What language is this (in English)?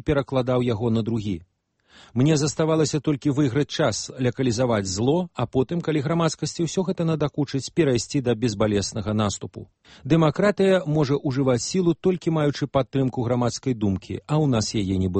Belarusian